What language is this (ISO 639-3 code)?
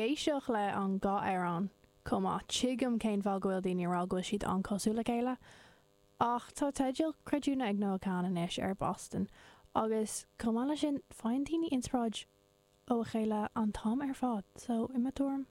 gle